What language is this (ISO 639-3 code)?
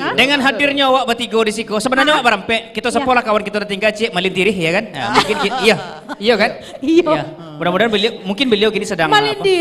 min